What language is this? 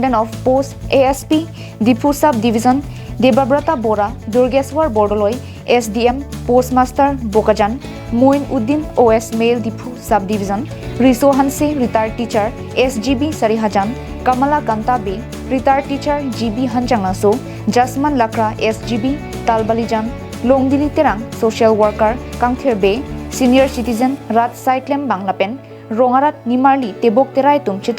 Karbi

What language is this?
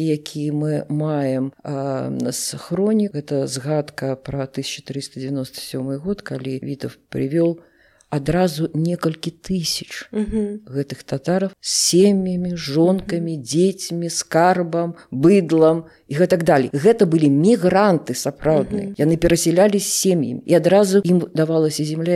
Belarusian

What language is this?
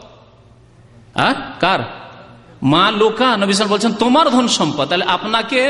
Bangla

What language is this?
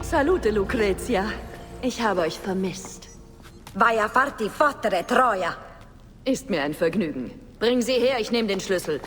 Bavarian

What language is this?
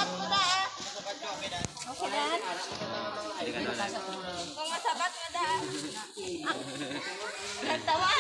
Filipino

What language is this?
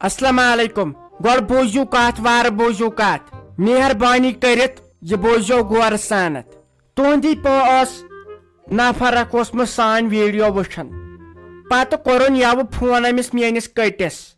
Kashmiri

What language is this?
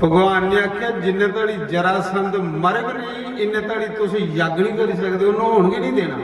Dogri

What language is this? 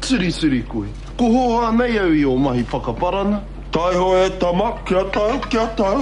Māori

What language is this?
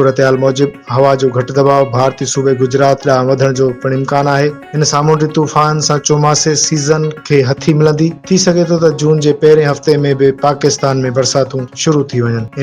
Sindhi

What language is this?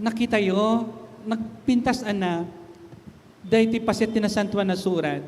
Iloko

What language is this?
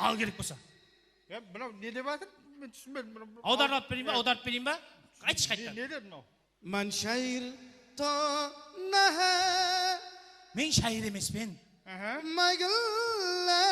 Kara-Kalpak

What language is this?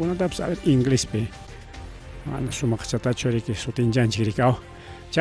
Ayacucho Quechua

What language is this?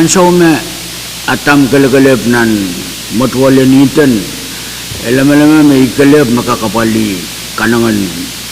Pohnpeian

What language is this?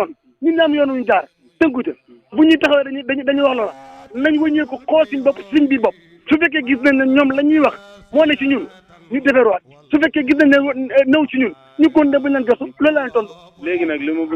Wolof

